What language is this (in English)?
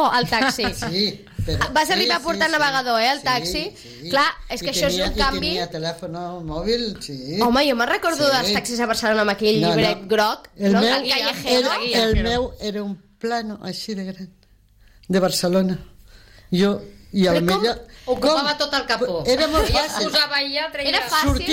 Catalan